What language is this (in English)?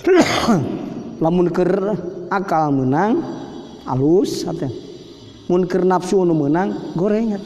Sundanese